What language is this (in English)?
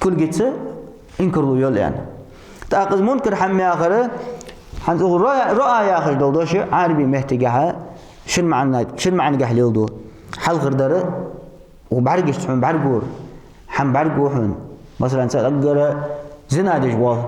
Ingush